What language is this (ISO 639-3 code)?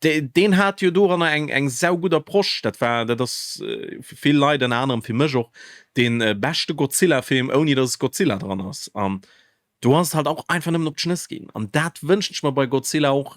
ltz